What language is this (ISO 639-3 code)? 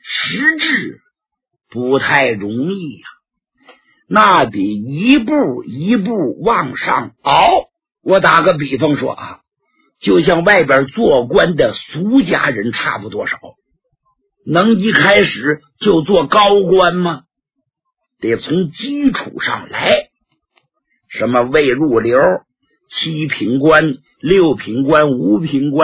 zho